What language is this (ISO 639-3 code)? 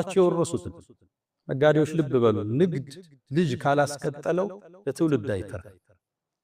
amh